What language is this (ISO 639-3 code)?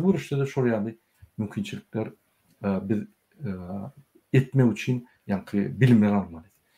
tuk